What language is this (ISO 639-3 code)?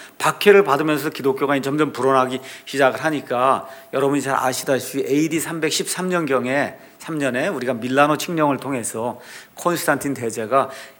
kor